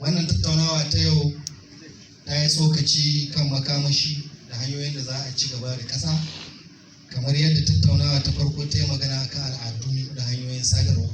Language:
Hausa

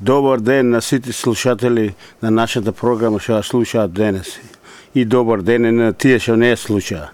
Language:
Macedonian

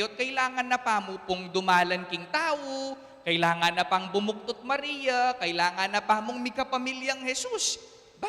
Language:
Pampanga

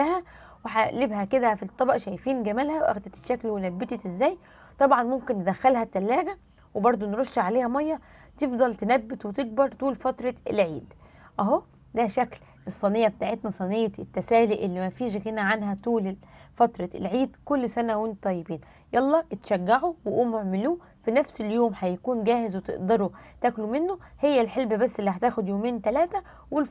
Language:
Egyptian Arabic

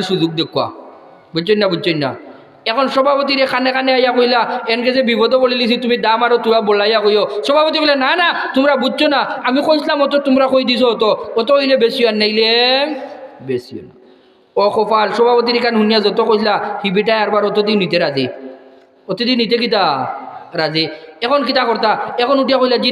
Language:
Sylheti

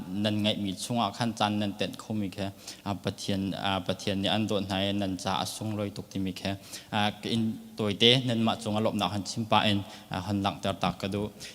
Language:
Hakha Chin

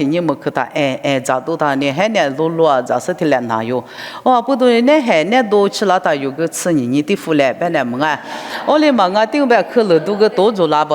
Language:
Lisu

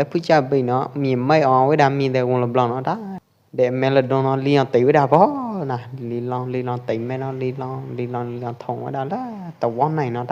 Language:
Pwo Eastern Karen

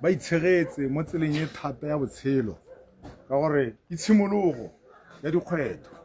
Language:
Tswana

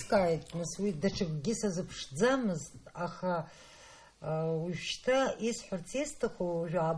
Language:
Abkhazian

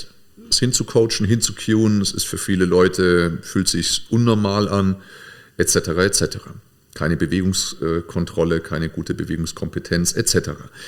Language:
German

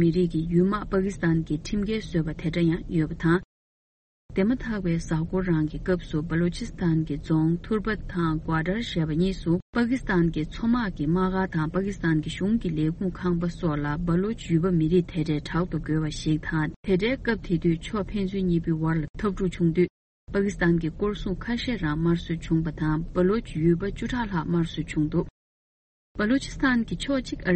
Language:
Tibetan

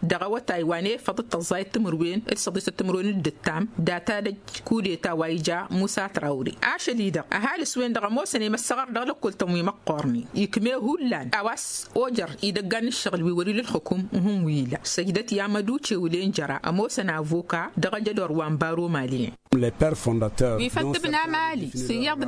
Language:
Tamasheq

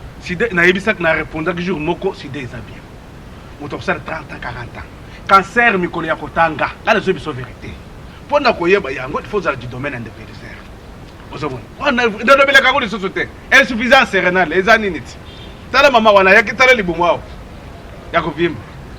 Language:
Lingala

